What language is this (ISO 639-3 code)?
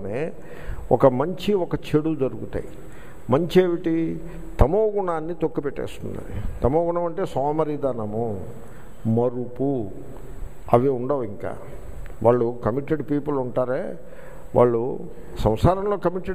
tel